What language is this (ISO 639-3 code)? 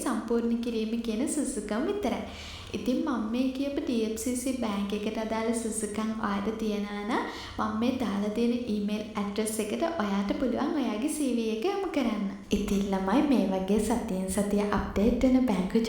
sin